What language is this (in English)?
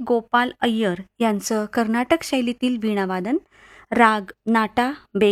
Marathi